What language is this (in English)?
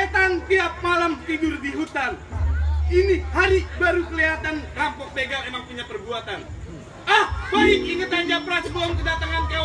Betawi